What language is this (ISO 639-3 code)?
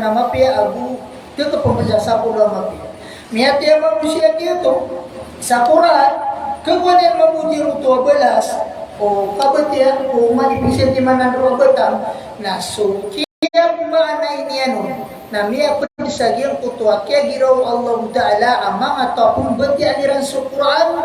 mrw